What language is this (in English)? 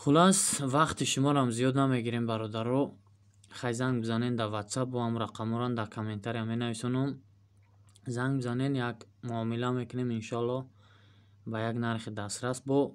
Tajik